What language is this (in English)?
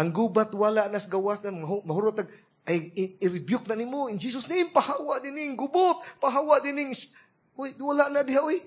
Cebuano